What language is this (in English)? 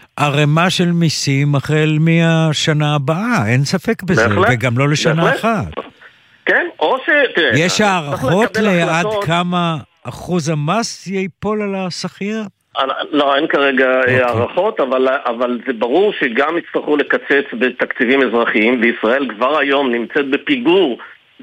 Hebrew